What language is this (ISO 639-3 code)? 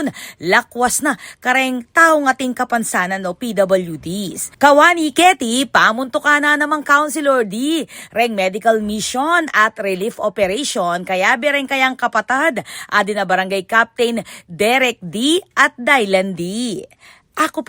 pam